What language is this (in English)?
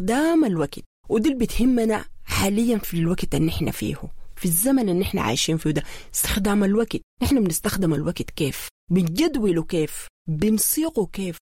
Sudanese Arabic